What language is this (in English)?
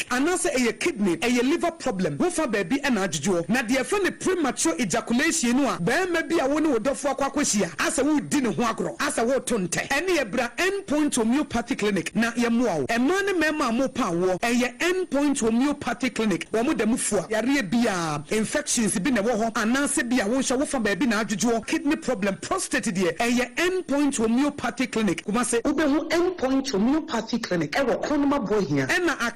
Akan